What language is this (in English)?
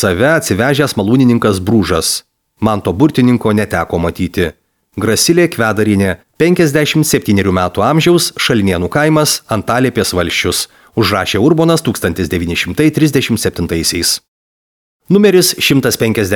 Lithuanian